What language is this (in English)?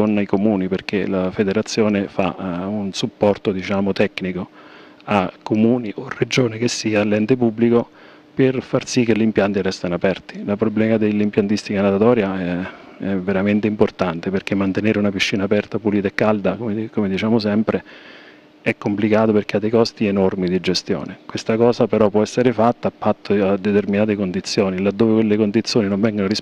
Italian